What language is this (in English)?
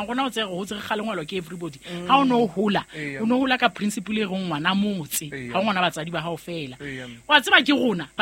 Southern Sotho